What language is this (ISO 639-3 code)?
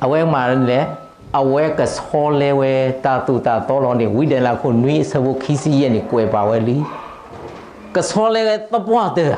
ksw